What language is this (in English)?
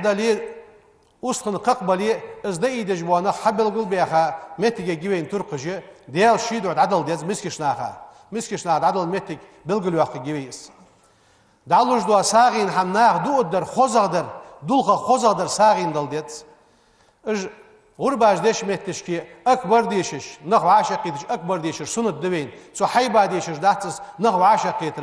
Ingush